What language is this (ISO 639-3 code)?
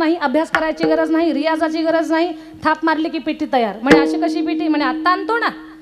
mar